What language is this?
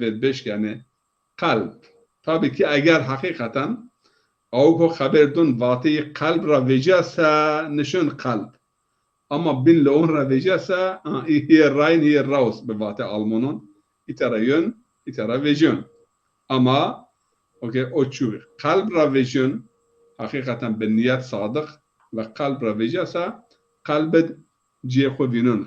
Zaza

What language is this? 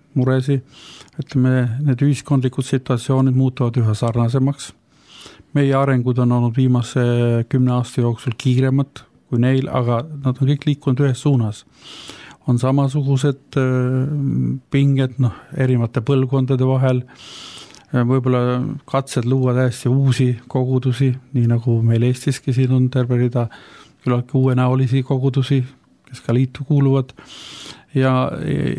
Estonian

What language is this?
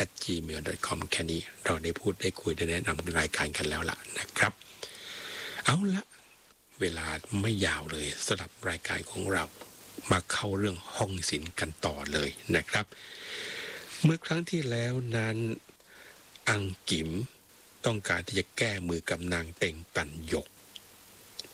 Thai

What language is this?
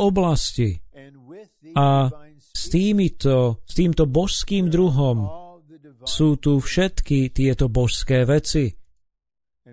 Slovak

